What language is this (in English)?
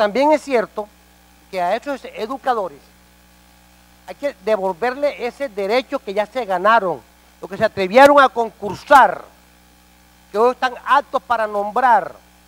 Spanish